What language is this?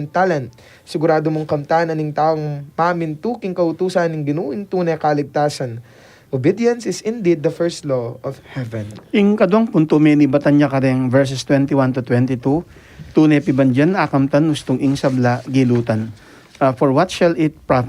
Pampanga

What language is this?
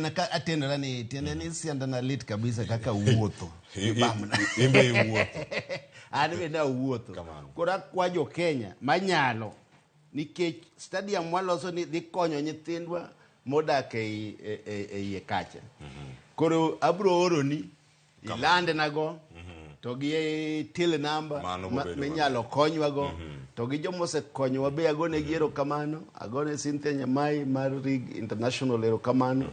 Luo (Kenya and Tanzania)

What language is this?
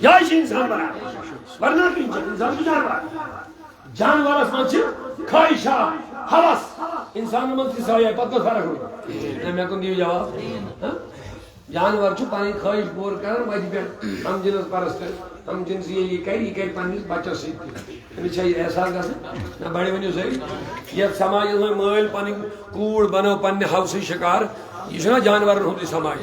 Kashmiri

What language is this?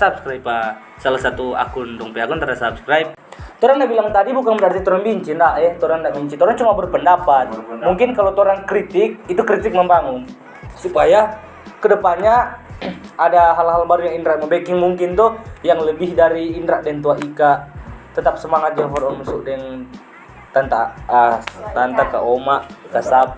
Manado Malay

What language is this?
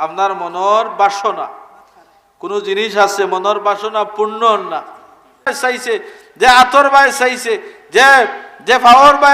Sylheti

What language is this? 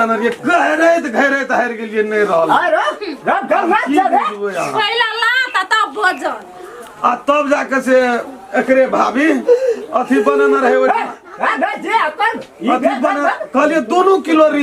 Maithili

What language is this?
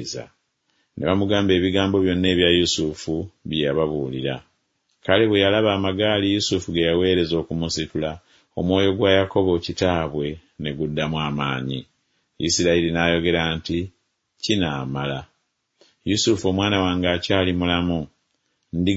Ganda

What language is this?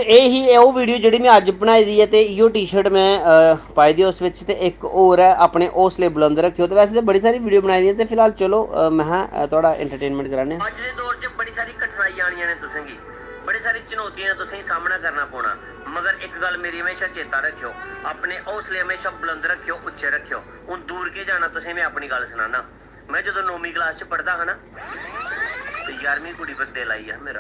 Dogri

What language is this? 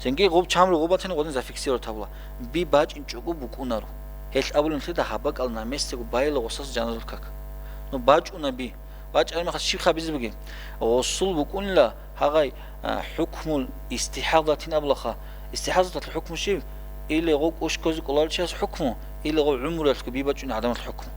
Avaric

